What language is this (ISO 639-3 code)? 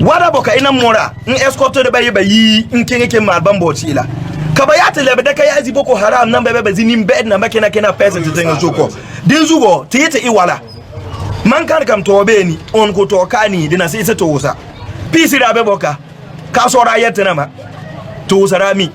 kus